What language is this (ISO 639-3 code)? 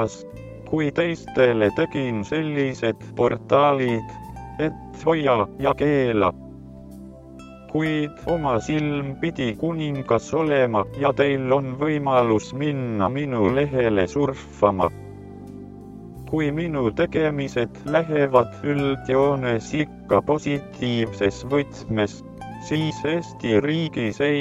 est